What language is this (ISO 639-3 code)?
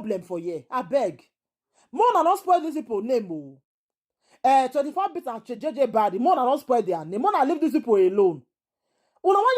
pcm